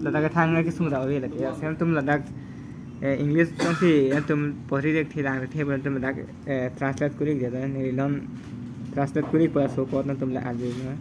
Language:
Karbi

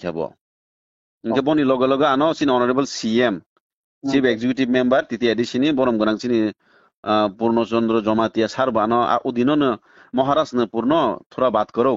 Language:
Kok Borok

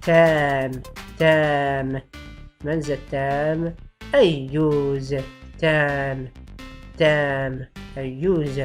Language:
Tachelhit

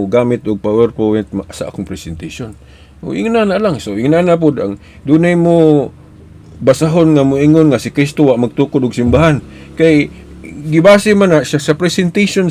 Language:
Cebuano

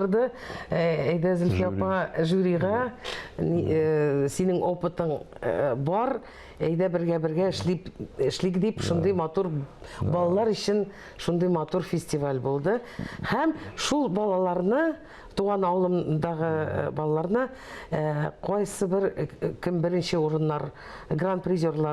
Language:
Tatar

